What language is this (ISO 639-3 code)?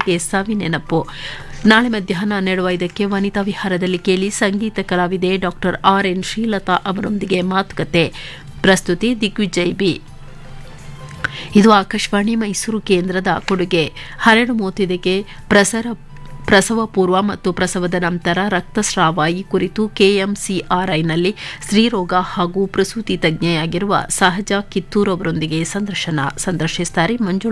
kan